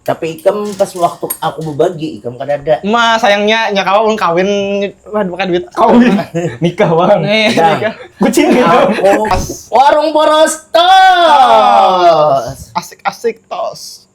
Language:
Banjar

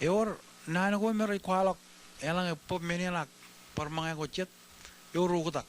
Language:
Marshallese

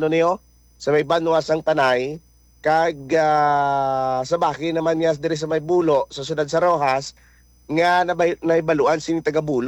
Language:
Hiligaynon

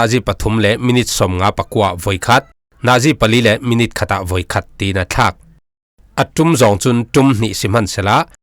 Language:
Falam Chin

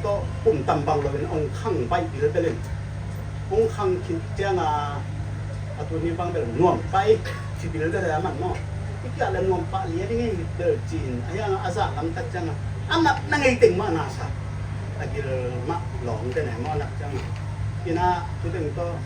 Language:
Tedim Chin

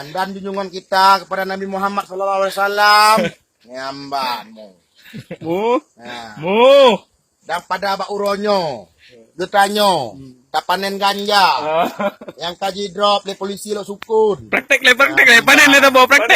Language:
Achinese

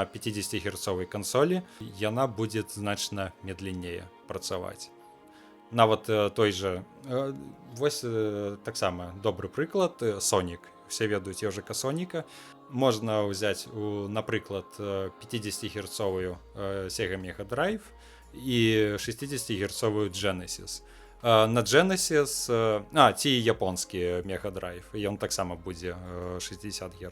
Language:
Belarusian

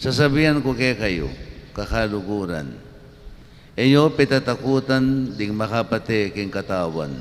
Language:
Pampanga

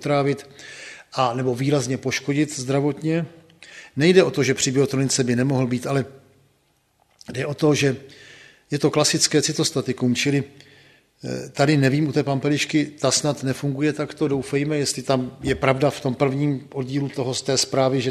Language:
Czech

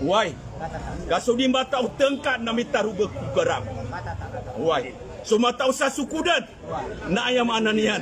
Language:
Maranao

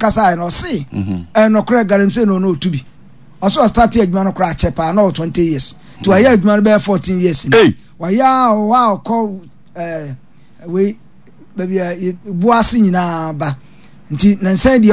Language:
Akan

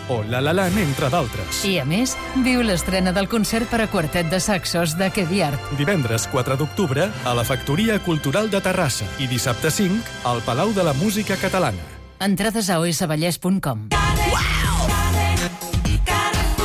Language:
Catalan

